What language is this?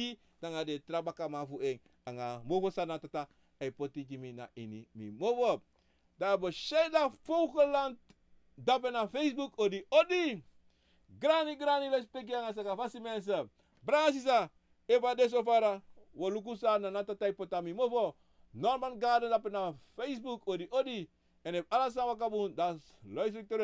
Sranan Tongo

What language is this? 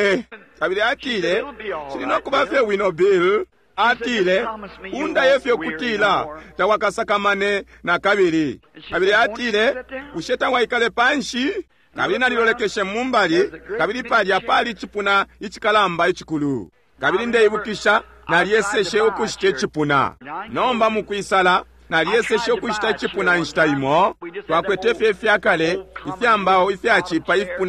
Bemba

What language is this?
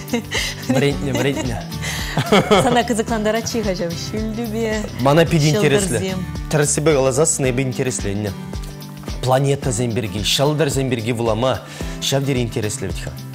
Chuvash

